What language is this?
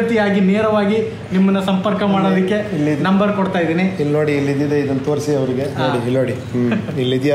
Kannada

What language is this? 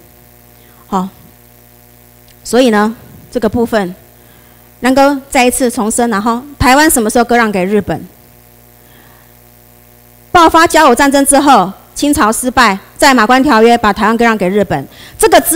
Chinese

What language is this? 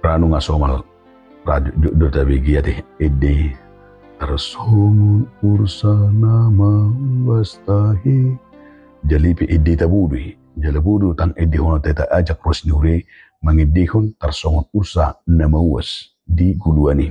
Batak Toba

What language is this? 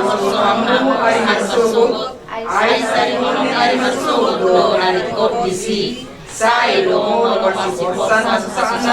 Batak Toba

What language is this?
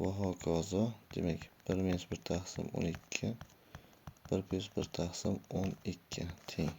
Uzbek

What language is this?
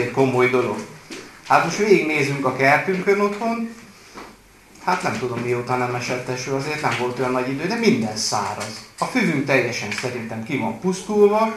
Hungarian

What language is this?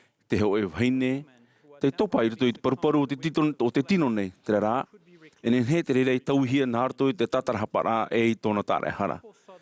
Tahitian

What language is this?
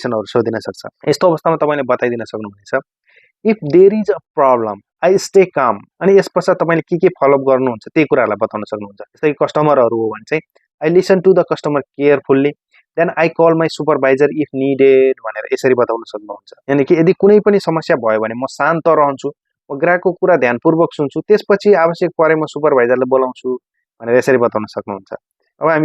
Nepali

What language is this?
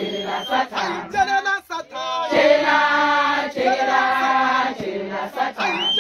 Tsonga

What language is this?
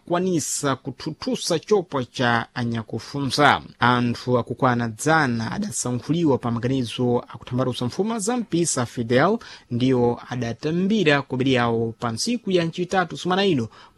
Sena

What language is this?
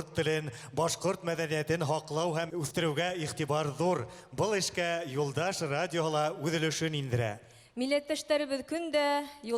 Bashkir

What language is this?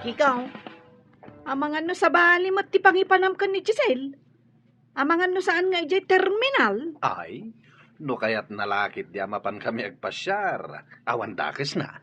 Iloko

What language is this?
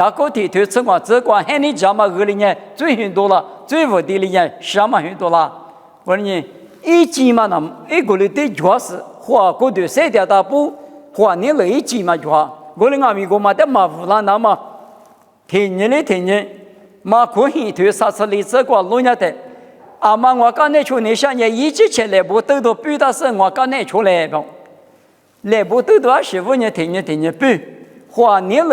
Lisu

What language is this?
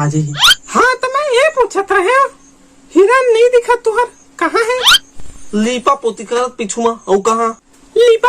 Chhattisgarhi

